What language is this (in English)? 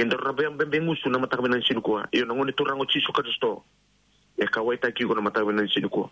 Fijian